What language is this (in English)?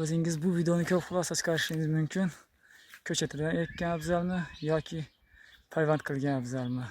Uzbek